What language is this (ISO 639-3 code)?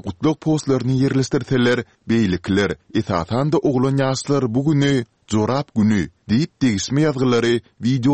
tuk